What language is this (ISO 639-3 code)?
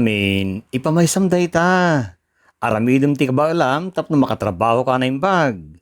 ilo